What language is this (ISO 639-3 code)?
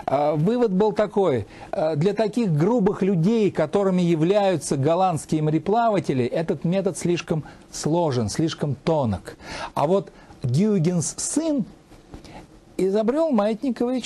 rus